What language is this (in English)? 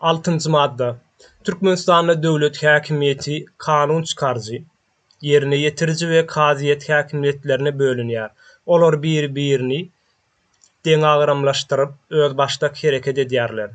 Turkmen